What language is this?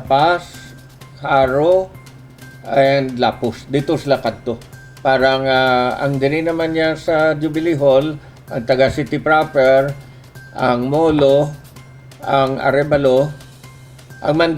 Hiligaynon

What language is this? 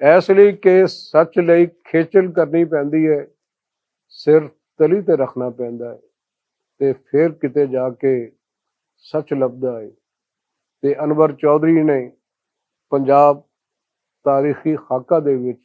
Western Panjabi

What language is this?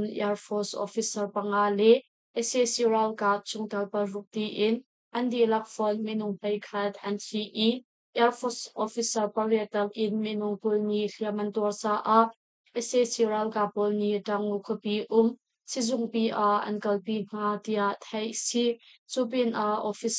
Hakha Chin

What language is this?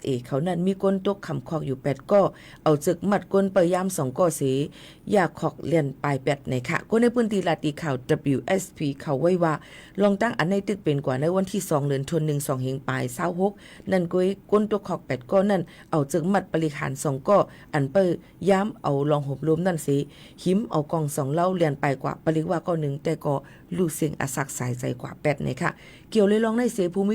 Shan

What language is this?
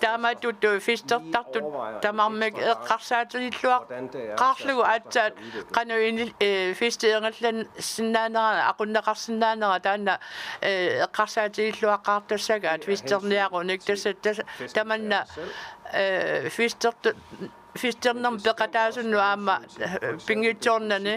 Kalaallisut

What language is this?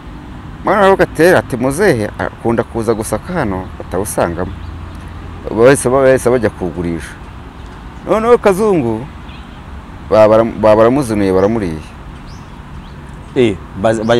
Kinyarwanda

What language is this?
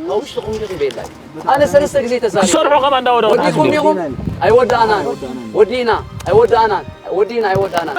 Tigrinya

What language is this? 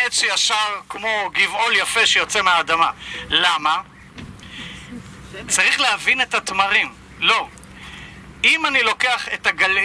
Hebrew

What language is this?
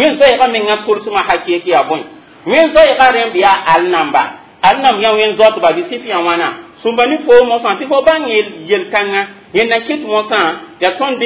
Mossi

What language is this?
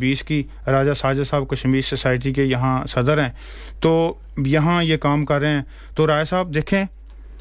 Urdu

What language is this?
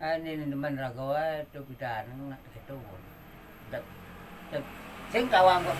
Balinese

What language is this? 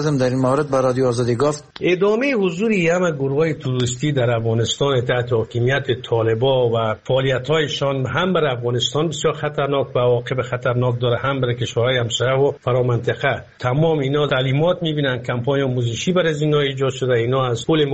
Persian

